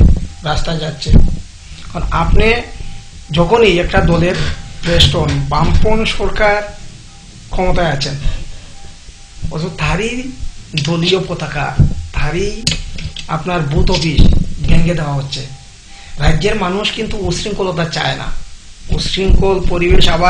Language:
Bangla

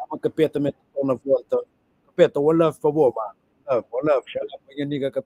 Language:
Kabuverdianu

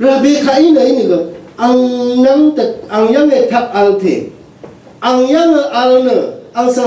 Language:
Rawang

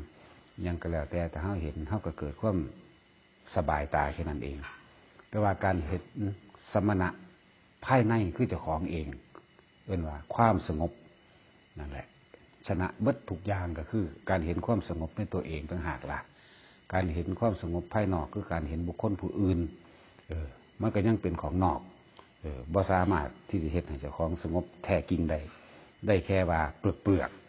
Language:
Northeastern Thai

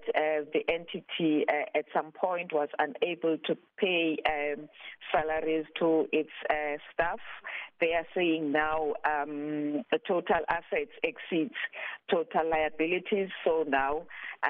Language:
English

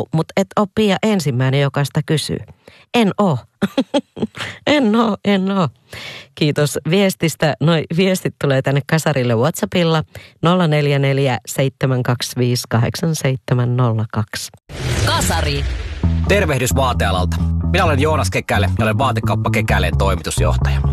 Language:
Finnish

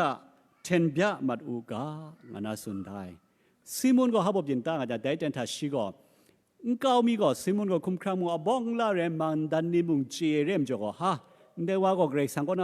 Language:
Kachin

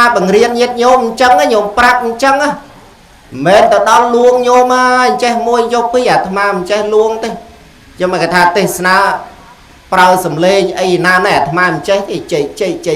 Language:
Khmer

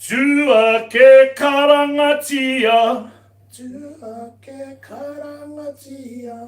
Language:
Māori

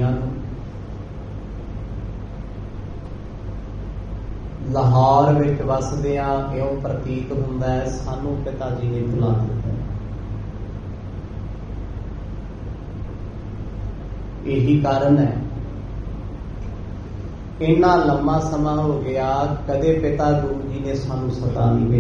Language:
Punjabi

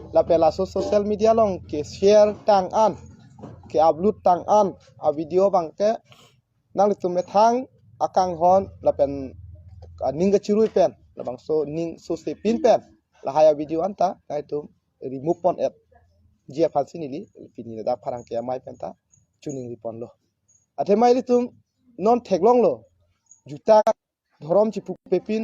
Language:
Karbi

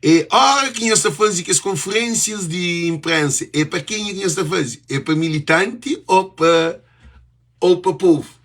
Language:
Kabuverdianu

